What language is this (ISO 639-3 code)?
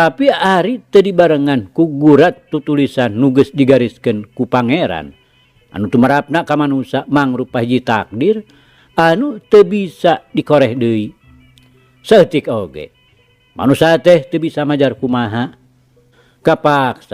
sun